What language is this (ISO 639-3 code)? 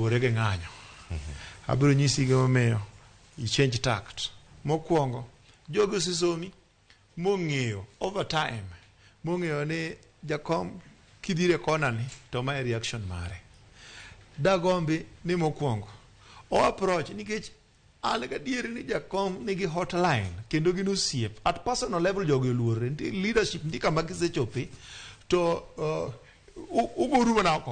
luo